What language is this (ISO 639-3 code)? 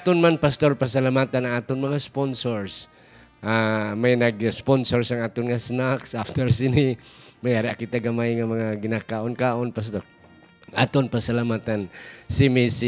hil